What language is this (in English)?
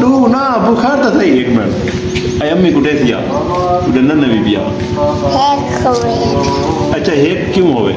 Saraiki